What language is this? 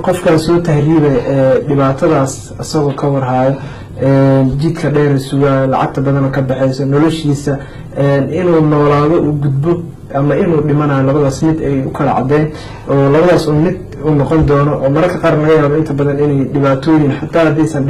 Somali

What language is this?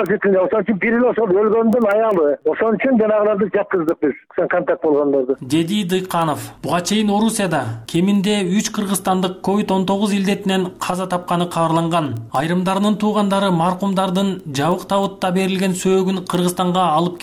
Kyrgyz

